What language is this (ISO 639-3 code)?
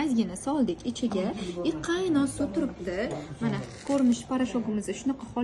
uzb